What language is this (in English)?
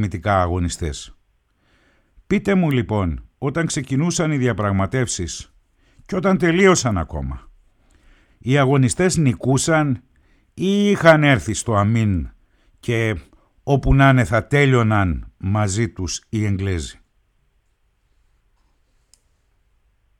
Greek